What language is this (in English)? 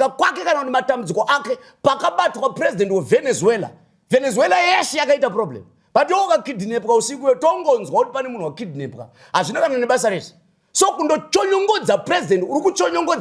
Shona